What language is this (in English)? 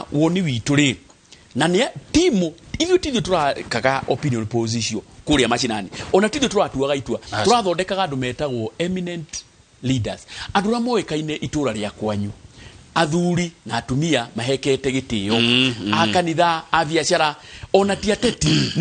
Kikuyu